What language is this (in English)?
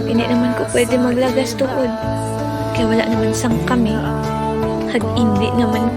Hiligaynon